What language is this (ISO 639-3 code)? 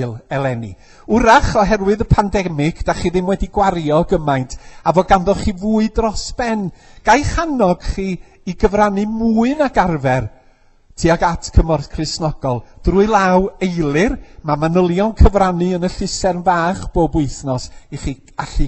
cym